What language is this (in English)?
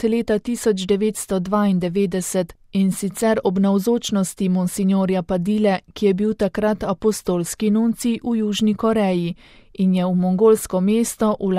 Slovenian